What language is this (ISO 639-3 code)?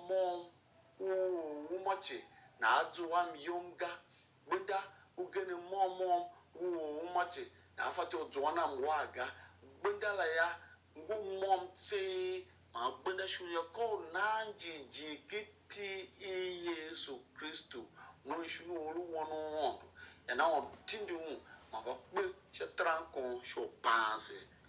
tiv